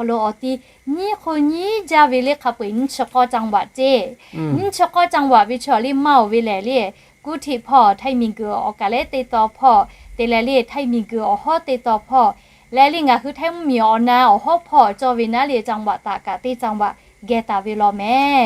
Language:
Lahu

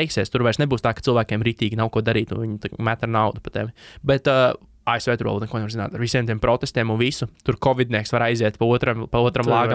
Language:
Latvian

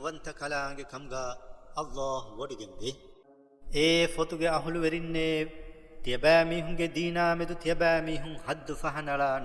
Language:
Divehi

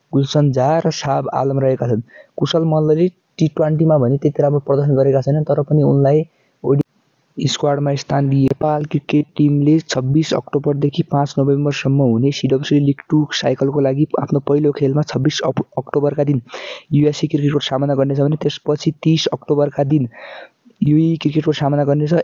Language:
Nepali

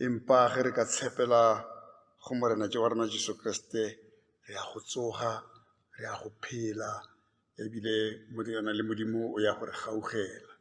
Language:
Tswana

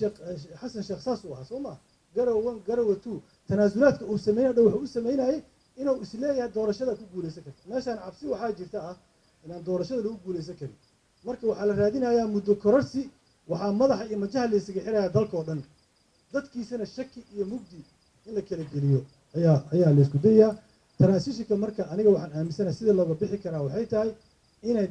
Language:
Somali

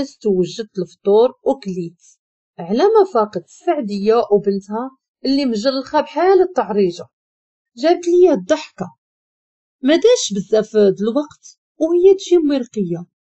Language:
Moroccan Arabic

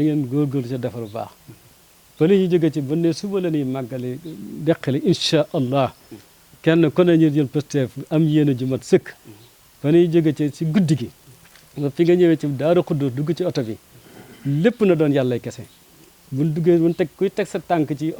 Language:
Wolof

